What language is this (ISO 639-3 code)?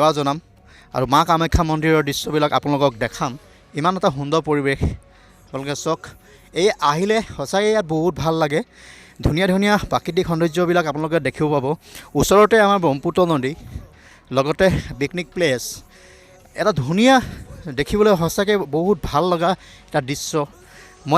asm